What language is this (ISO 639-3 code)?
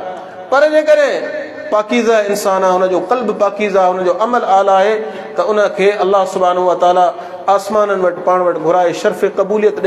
snd